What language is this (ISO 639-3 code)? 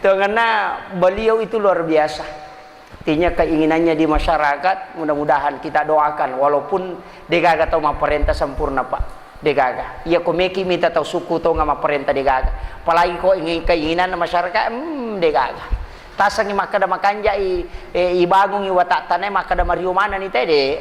bug